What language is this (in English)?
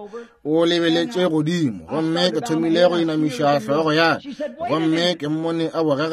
Northern Sotho